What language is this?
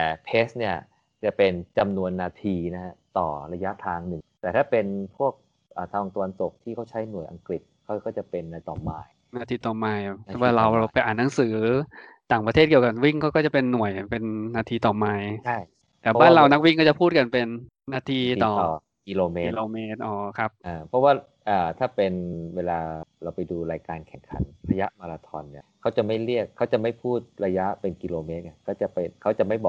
Thai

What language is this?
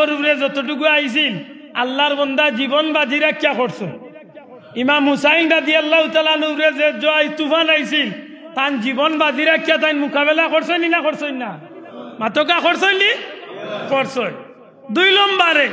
Sylheti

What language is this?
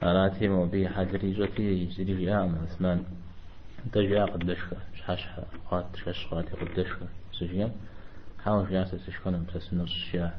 Kabardian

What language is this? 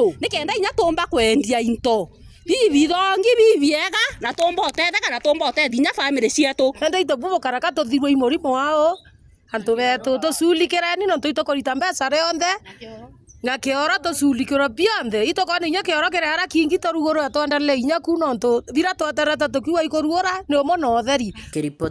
Meru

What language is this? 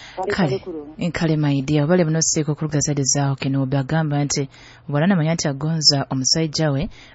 Nyoro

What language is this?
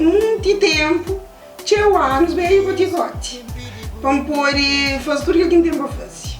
Kabuverdianu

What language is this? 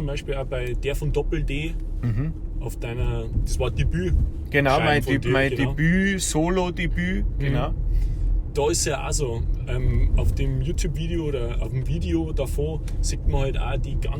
Bavarian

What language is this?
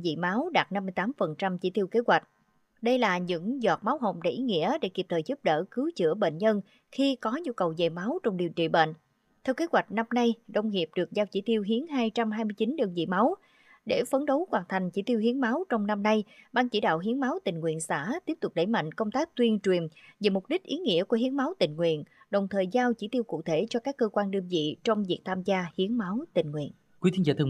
Vietnamese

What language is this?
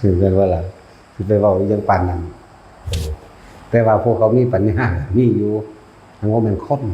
Lao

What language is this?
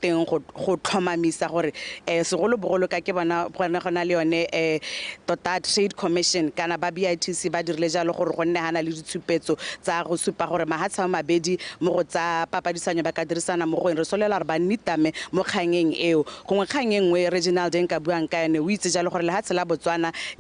Tswana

